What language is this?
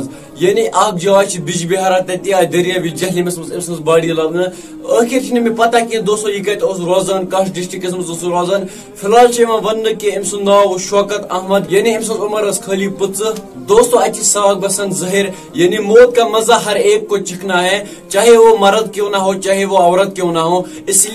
Kashmiri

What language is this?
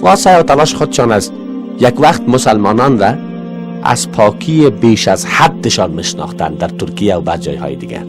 Persian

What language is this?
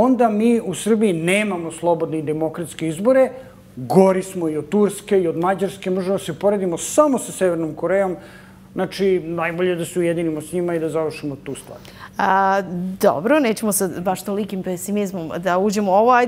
Serbian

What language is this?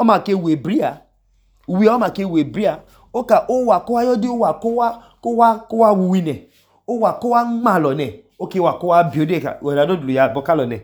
Idoma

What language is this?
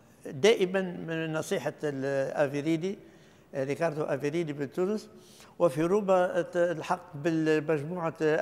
Tunisian Arabic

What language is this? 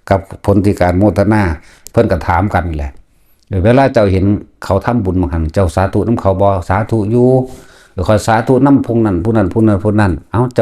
Northeastern Thai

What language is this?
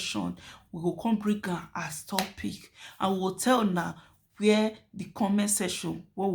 Nigerian Pidgin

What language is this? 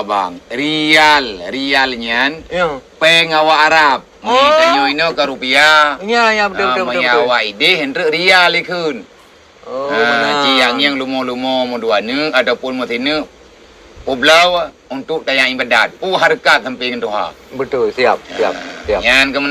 Achinese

